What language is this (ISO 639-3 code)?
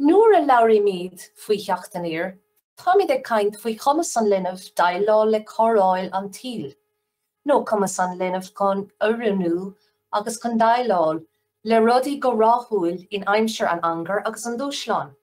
gle